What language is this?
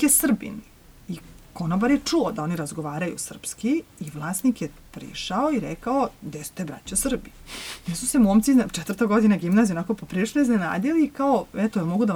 Serbian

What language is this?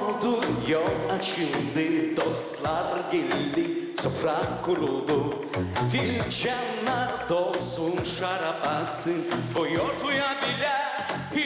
Gagauz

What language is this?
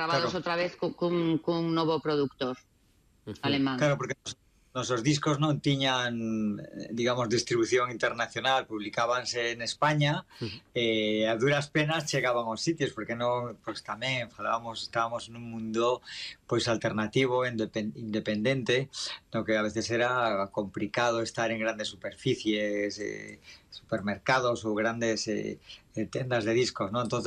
Galician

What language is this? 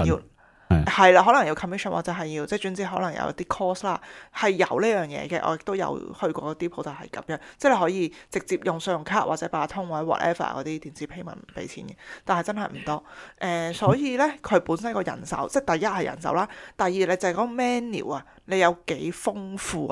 Cantonese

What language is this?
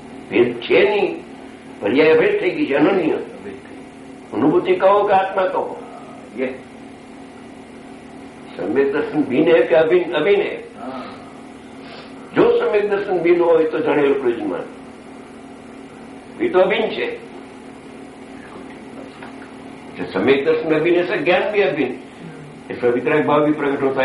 Gujarati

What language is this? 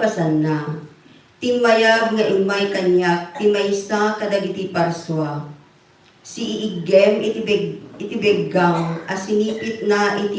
Iloko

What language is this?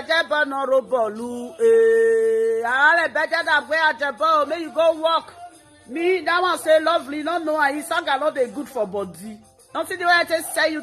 Nigerian Pidgin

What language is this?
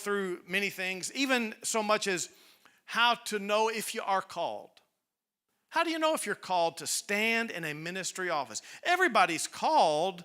English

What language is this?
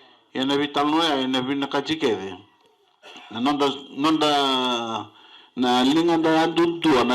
Fijian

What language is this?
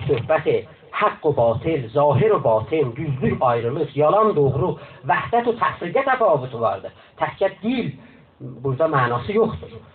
South Azerbaijani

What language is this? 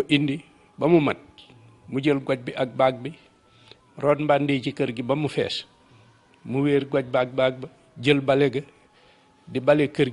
Wolof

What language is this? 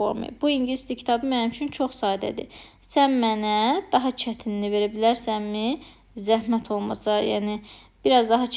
Azerbaijani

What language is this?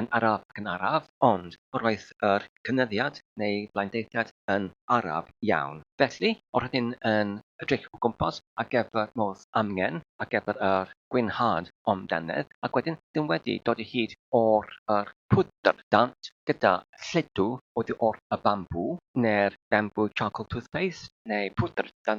Welsh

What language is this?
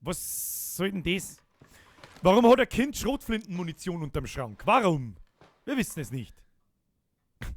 Bavarian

